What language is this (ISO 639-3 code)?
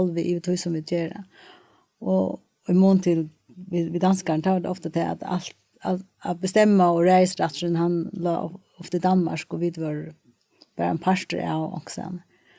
fao